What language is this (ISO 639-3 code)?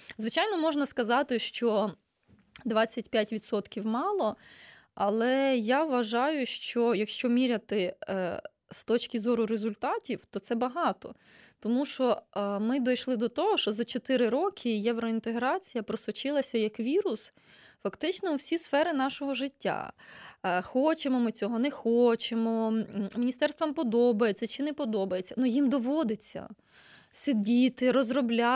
ukr